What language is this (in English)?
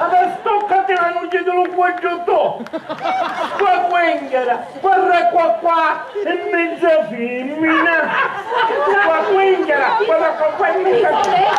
Sicilian